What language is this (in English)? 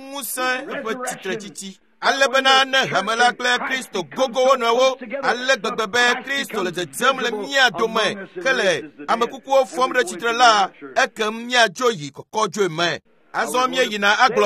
Ewe